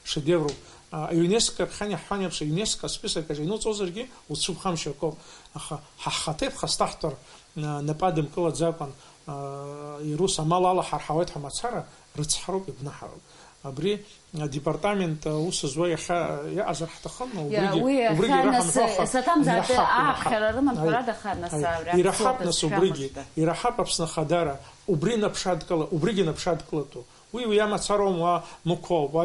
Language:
Abkhazian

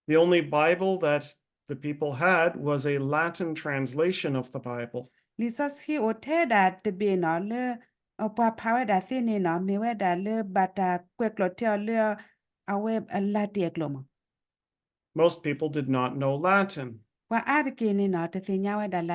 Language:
S'gaw Karen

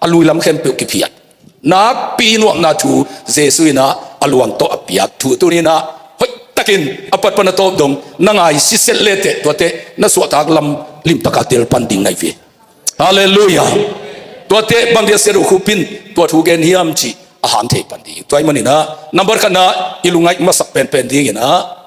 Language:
Tedim Chin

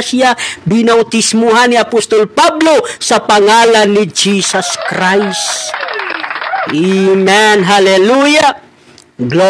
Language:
Filipino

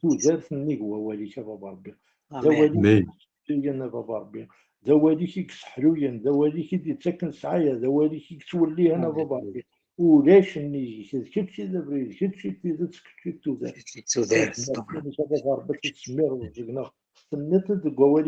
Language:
Kabyle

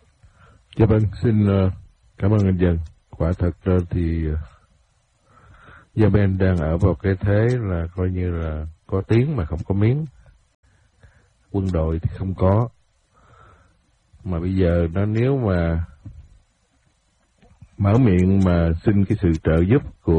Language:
Vietnamese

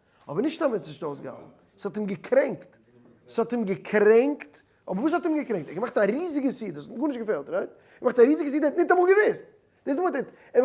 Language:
Yiddish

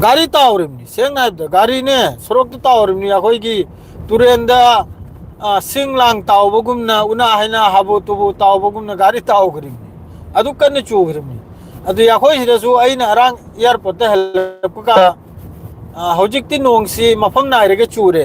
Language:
Manipuri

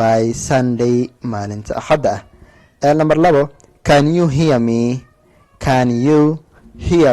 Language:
Somali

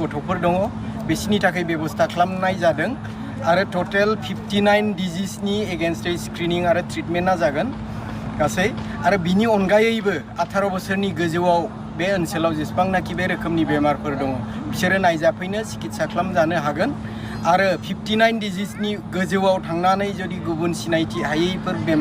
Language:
Bodo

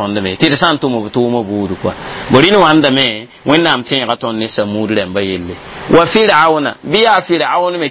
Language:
Mossi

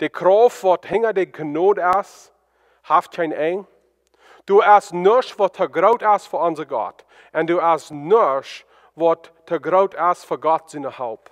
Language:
Plautdietsch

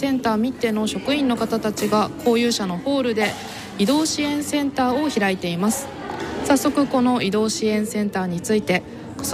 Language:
Japanese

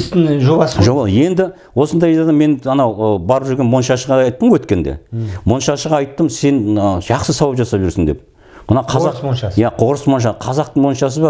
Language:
Kazakh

